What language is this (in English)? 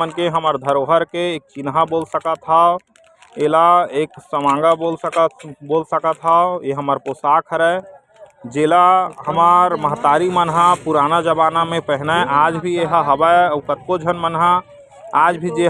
Chhattisgarhi